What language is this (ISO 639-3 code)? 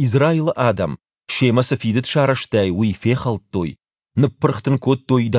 oss